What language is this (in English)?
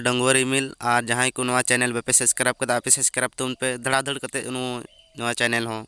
Santali